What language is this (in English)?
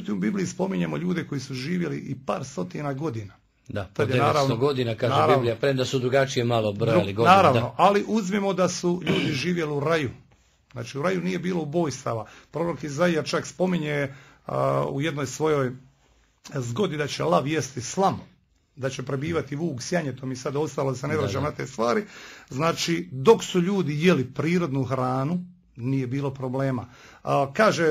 Croatian